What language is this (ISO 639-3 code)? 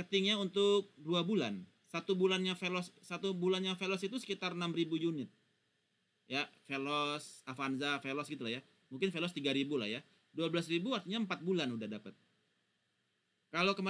ind